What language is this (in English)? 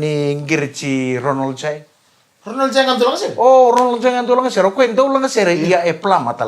Fijian